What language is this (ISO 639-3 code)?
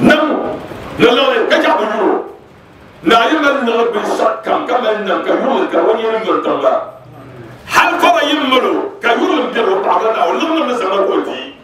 dag